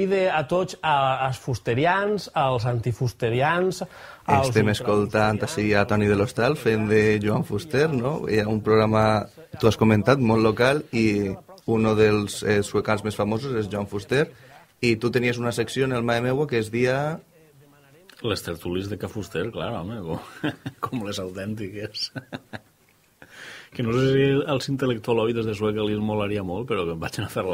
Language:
Catalan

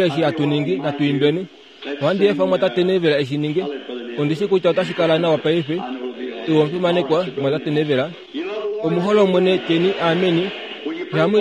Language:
Kuanyama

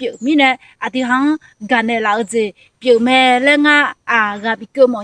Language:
Akha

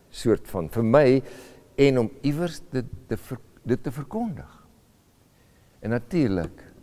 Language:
Afrikaans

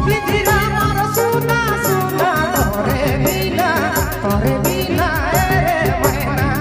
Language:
Sadri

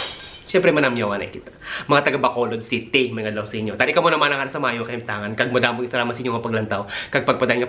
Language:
Hiligaynon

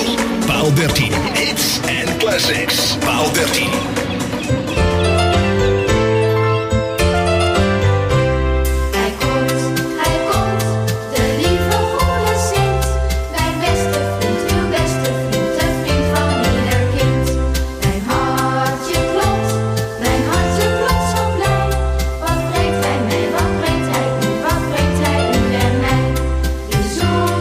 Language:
Dutch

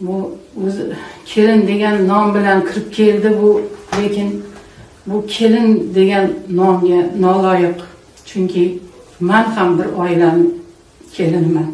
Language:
Uzbek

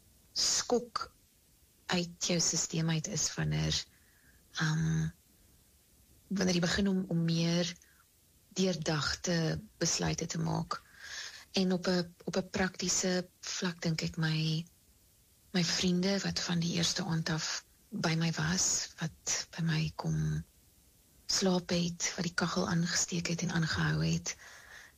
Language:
Afrikaans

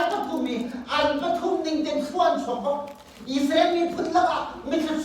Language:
Hakha Chin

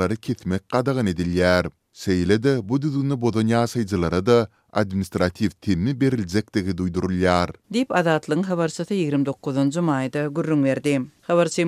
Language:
Turkmen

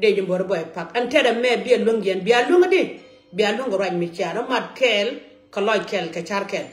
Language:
Nuer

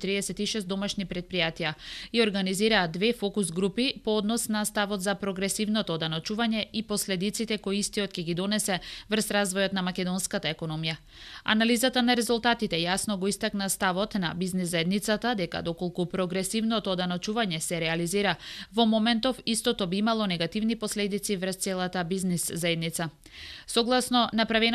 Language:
Macedonian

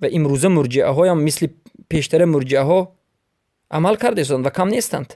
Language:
Persian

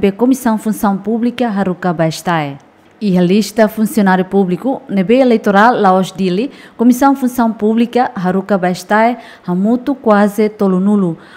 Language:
Tetum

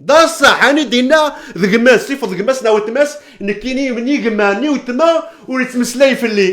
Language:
Kabyle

